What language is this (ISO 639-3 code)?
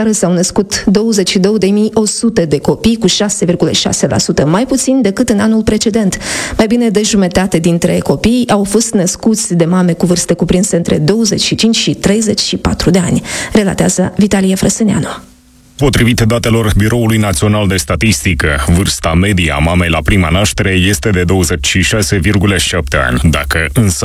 ron